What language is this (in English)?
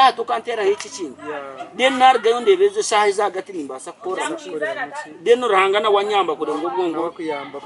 Nyankole